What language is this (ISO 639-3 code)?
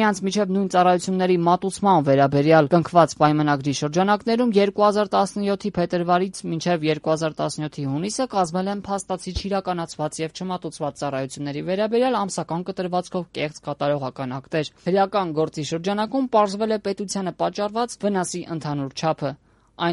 hye